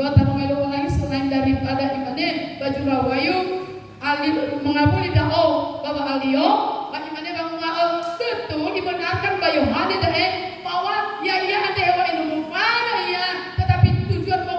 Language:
Nias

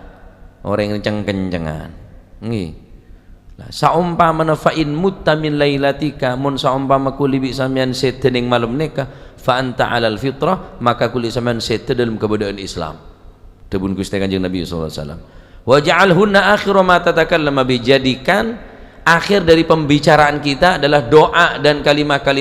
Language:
Madurese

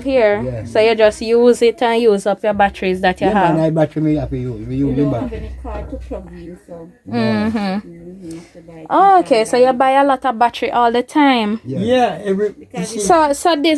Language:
Jamaican Creole English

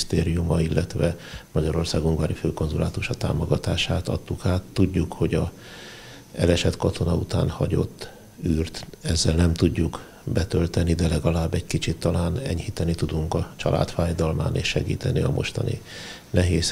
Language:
Hungarian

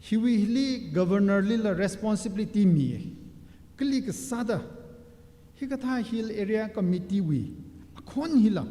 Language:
Tangkhul Naga (India)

